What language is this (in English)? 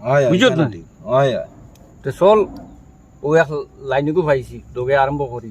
Sylheti